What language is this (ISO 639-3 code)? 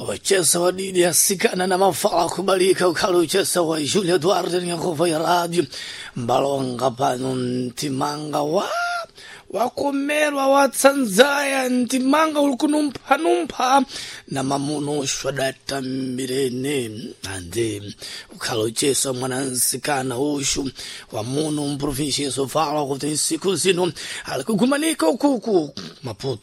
seh